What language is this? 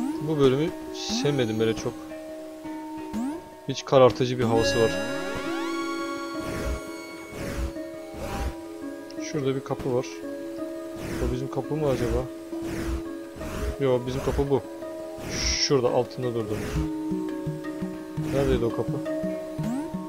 Turkish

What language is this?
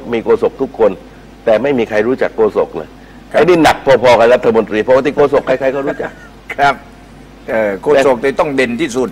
Thai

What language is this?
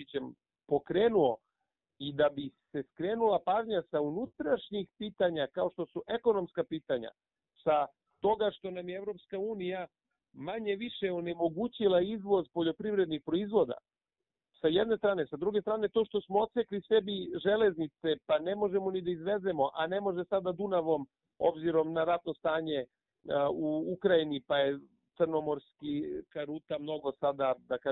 Serbian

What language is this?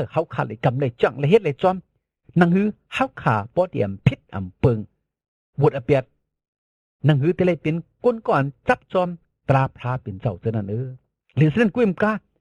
Shan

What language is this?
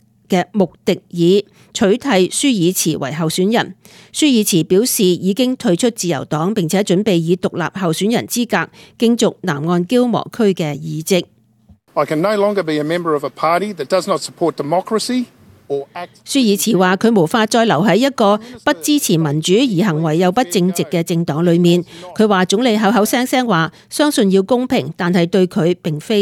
Cantonese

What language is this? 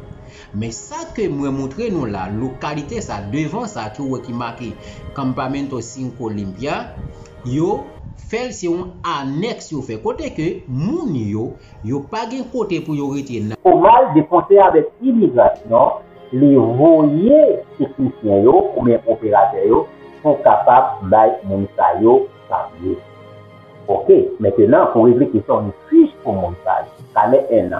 Haitian Creole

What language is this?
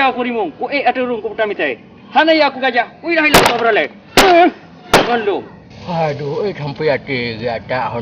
Achinese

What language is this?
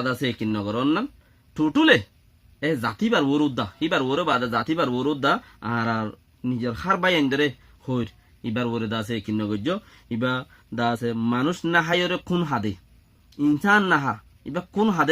Rohingya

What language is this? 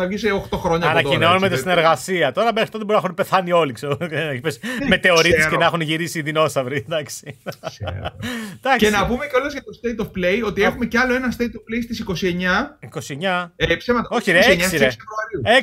Greek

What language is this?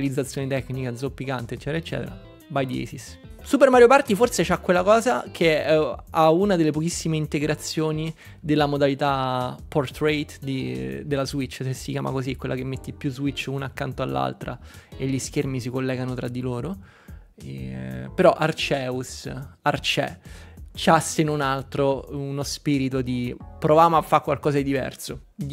Italian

